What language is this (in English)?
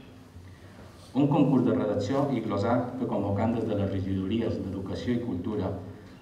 Catalan